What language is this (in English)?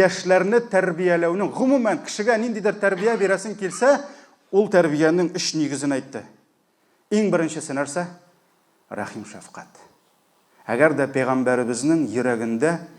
Tatar